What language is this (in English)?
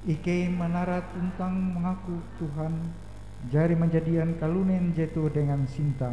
Ngaju